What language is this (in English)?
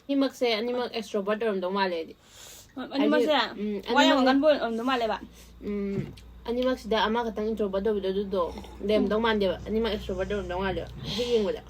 Manipuri